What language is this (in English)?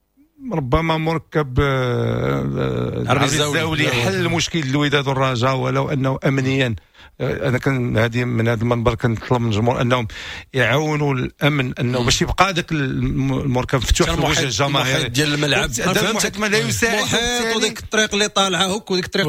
Moroccan Arabic